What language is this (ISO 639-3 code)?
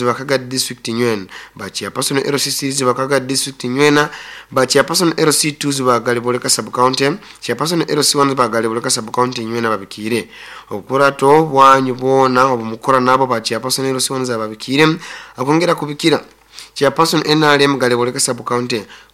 nyo